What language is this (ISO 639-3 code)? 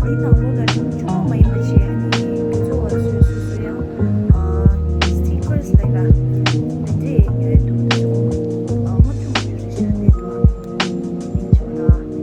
bod